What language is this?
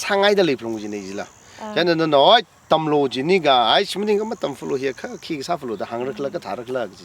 Tangkhul Naga (India)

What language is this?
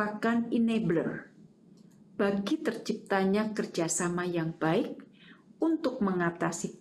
Indonesian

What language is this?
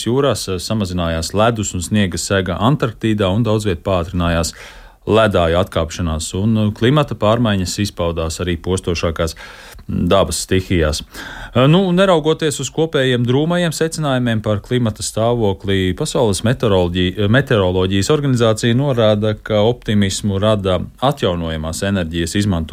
Latvian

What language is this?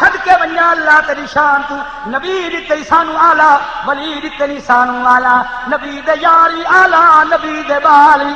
Saraiki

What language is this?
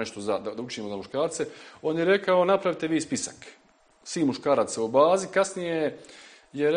Bosnian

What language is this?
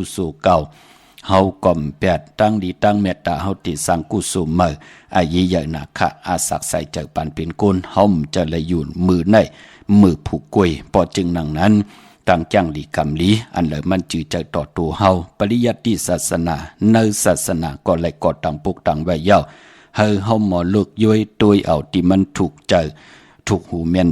Shan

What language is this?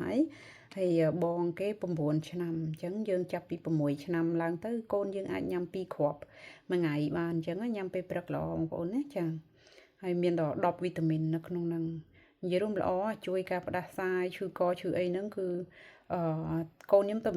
Khmer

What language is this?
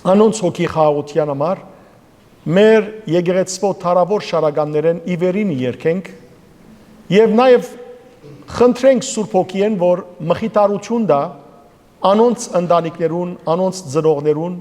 Western Armenian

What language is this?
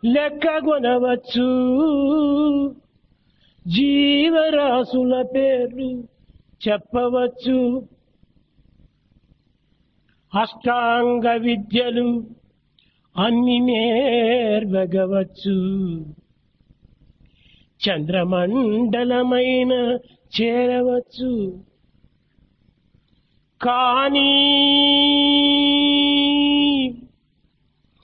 Telugu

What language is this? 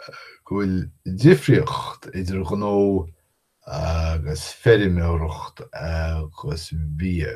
Irish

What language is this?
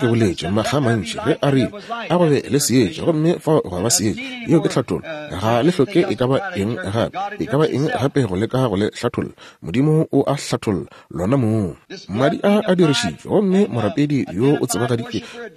Northern Sotho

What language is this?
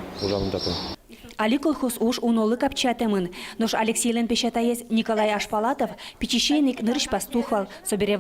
Udmurt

